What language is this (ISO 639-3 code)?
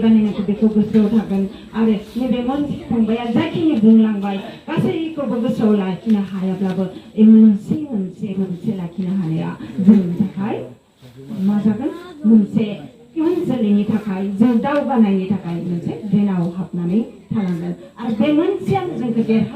brx